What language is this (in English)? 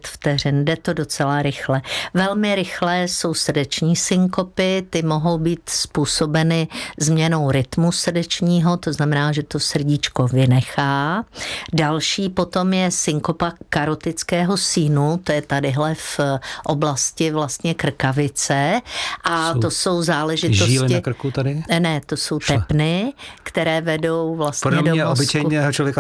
Czech